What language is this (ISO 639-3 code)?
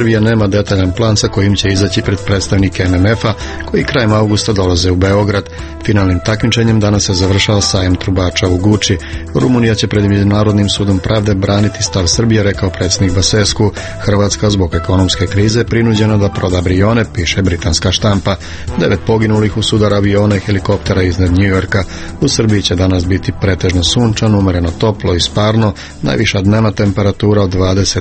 srp